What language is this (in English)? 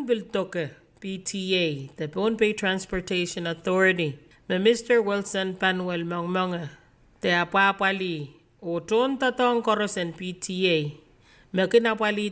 Pohnpeian